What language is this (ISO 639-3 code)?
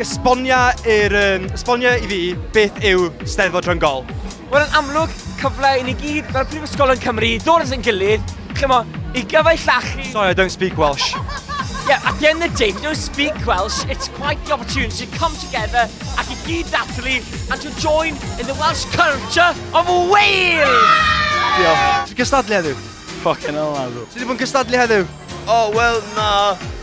cym